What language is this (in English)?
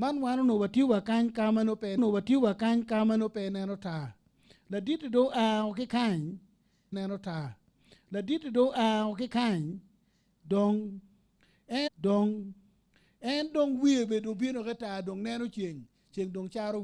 Acoli